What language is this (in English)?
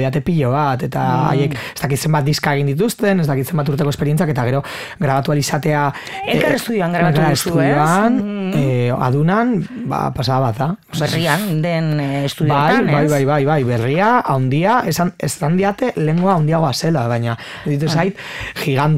Basque